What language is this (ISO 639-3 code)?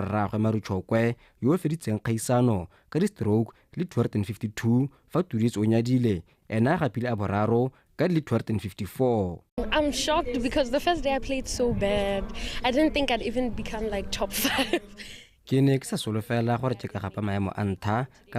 tsn